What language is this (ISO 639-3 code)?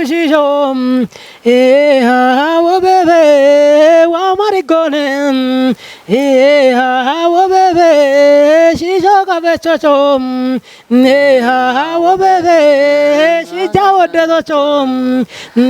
kbr